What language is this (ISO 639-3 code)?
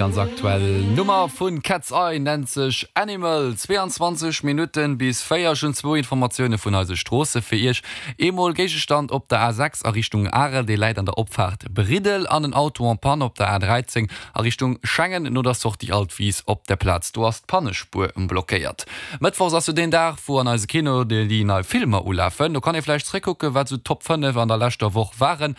ltz